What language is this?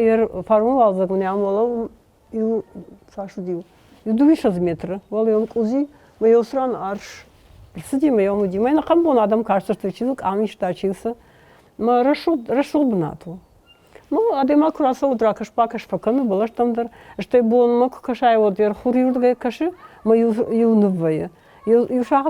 Ossetic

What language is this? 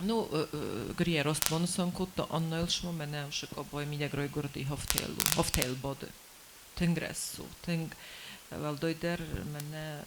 Ossetic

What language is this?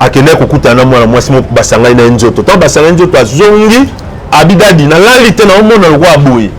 Lingala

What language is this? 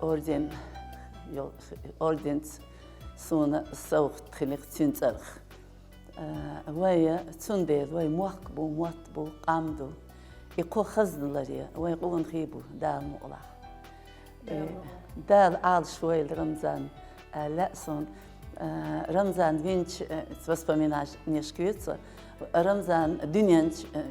Chechen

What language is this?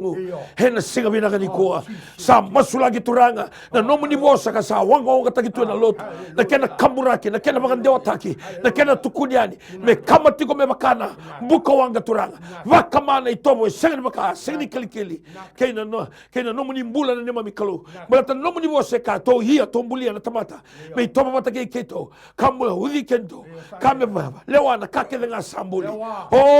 Fijian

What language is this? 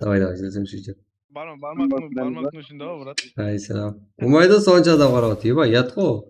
Kara-Kalpak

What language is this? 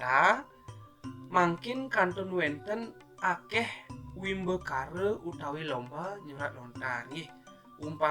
Balinese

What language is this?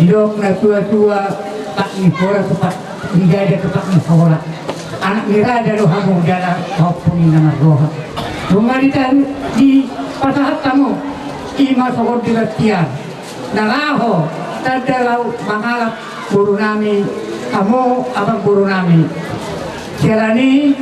Batak Toba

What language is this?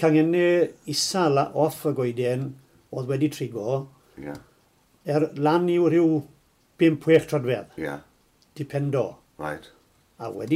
Welsh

